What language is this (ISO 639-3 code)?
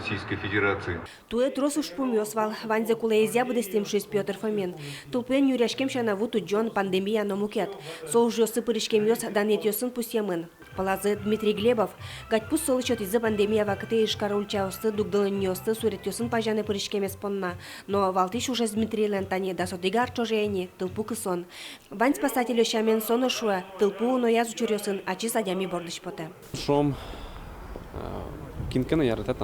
udm